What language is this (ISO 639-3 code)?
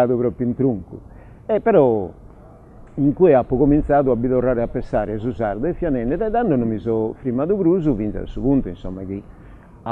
srd